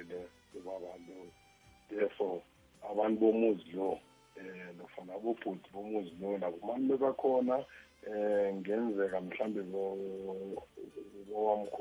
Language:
South Ndebele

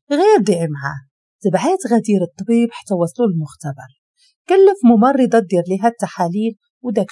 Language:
Moroccan Arabic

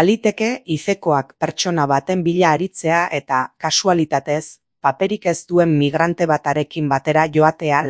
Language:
Basque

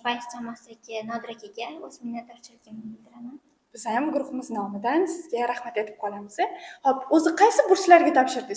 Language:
Uzbek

